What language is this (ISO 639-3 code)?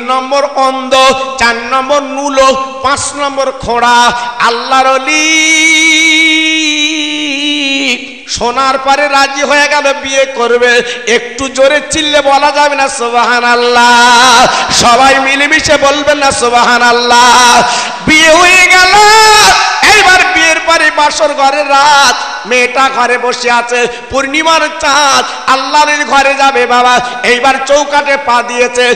ben